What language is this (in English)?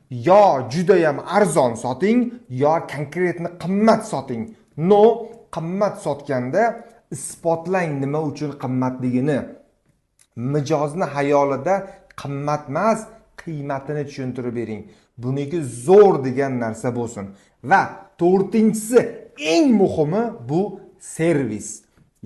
Uzbek